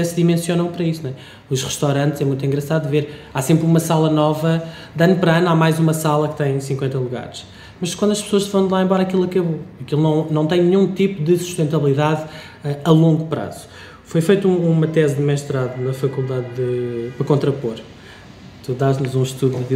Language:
Portuguese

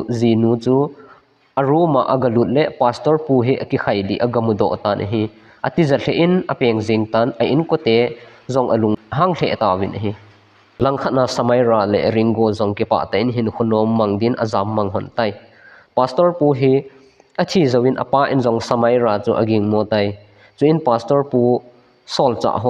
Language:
Thado Chin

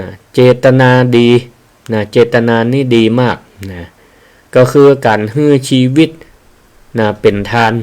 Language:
Northern Thai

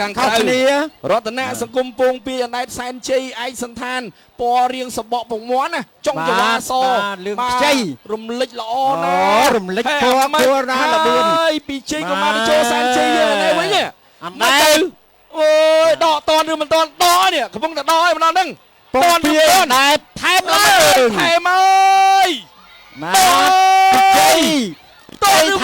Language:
Khmer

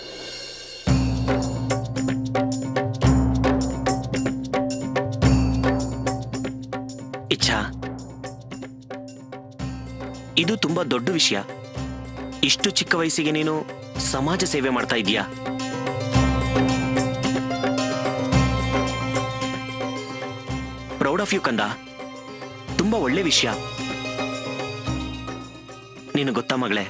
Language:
Kannada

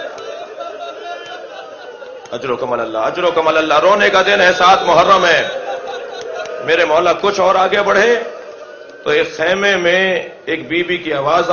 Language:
Urdu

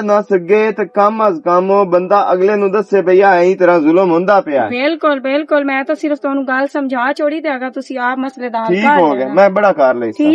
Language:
Western Panjabi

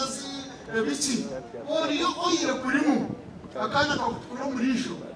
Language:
Nyankole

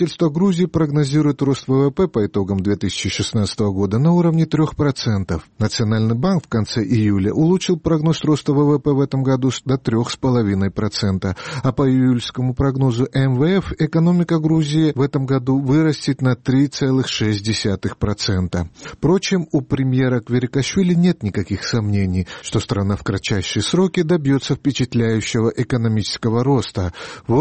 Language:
Russian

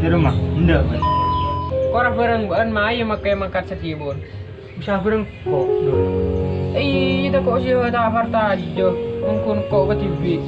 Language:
Madurese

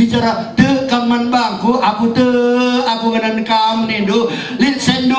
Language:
Batak Karo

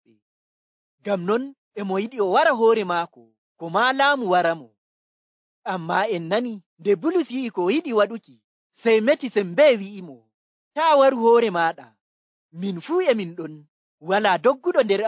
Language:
Nigerian Fulfulde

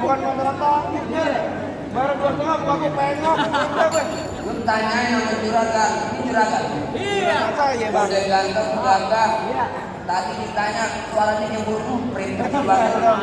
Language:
Betawi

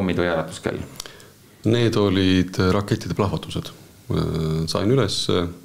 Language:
Estonian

